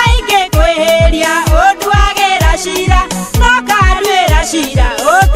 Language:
Kikuyu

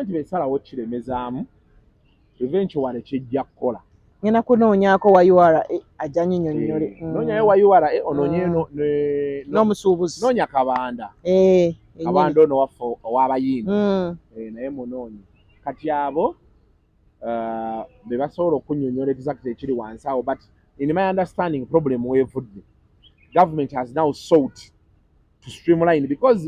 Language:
Ganda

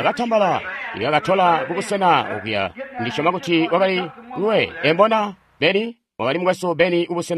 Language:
Tonga (Zambia)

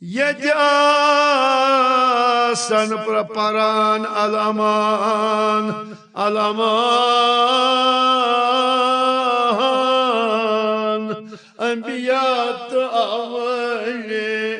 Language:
Kashmiri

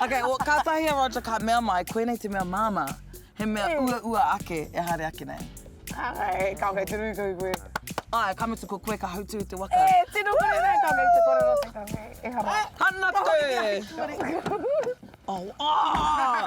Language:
Māori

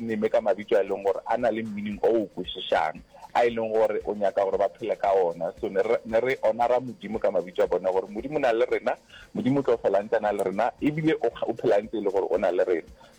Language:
Northern Sotho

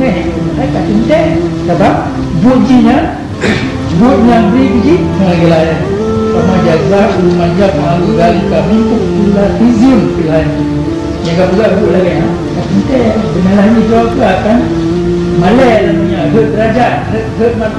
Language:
Achinese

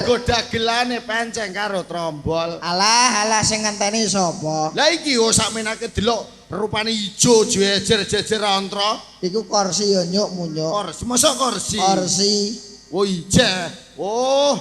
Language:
Javanese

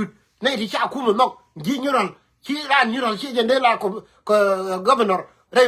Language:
Nuer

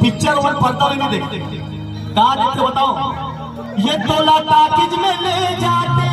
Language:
Chhattisgarhi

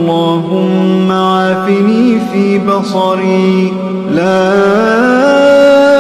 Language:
Arabic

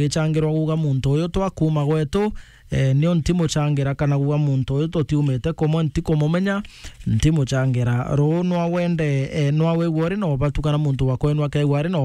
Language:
Meru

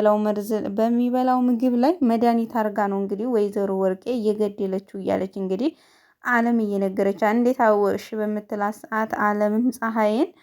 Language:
Amharic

